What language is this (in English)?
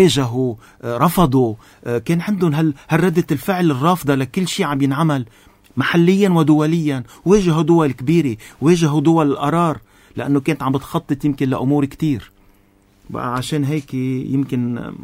North Levantine Arabic